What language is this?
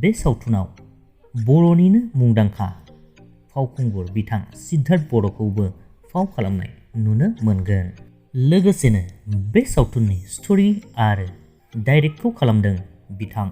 Bodo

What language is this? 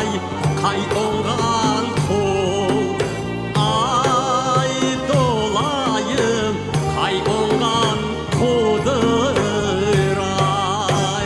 Crimean Tatar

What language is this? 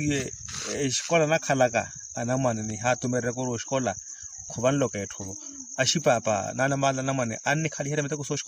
Makhuwa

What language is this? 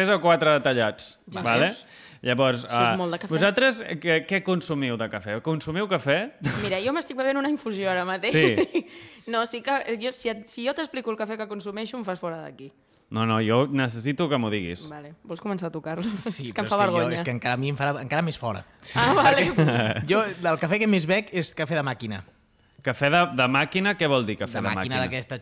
Catalan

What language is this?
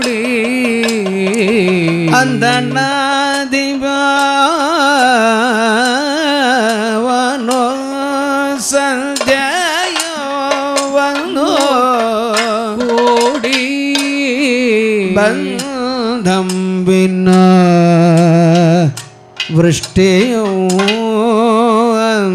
Malayalam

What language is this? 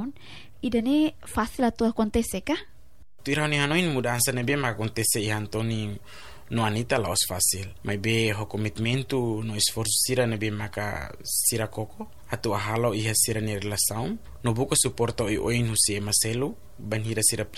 Tetum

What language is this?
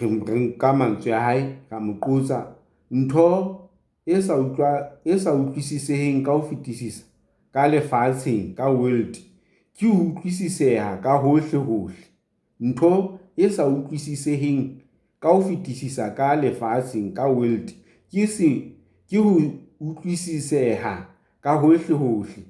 Southern Sotho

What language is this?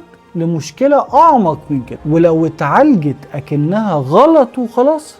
Egyptian Arabic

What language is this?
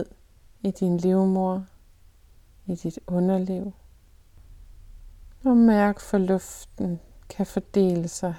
Danish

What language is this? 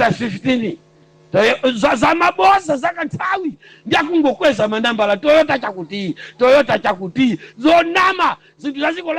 Nyanja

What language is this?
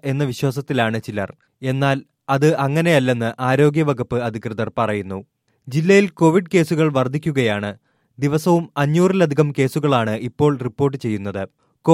Malayalam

